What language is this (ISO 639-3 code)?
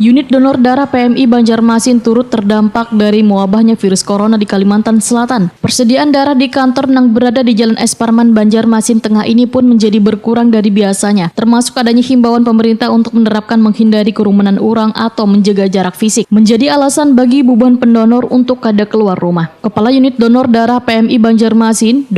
bjn